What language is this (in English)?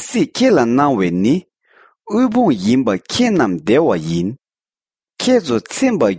Tibetan